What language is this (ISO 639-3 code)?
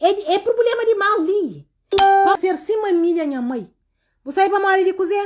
kea